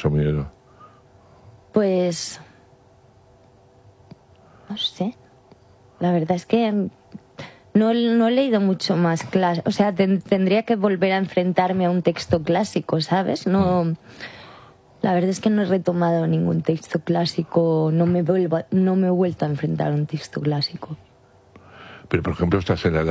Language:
Spanish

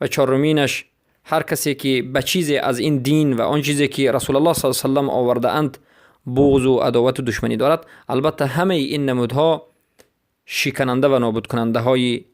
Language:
Persian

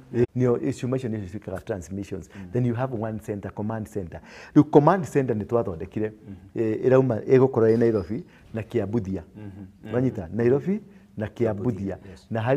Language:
Kikuyu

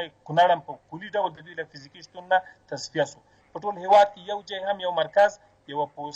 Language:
Pashto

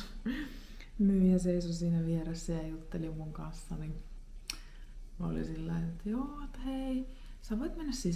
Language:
Finnish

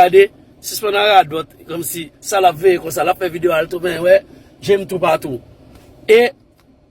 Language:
Haitian Creole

